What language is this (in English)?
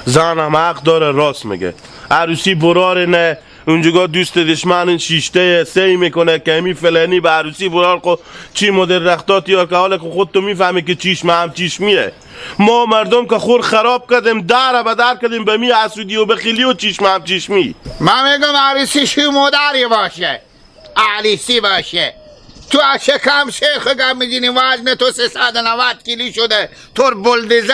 Hazaragi